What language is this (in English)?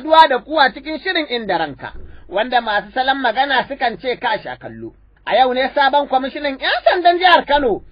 Hausa